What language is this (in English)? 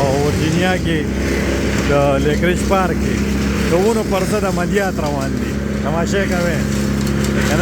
Pashto